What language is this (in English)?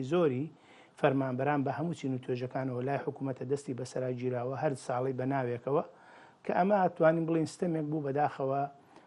Central Kurdish